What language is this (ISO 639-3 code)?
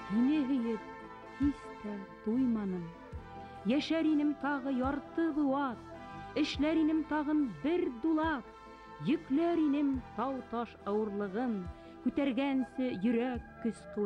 bak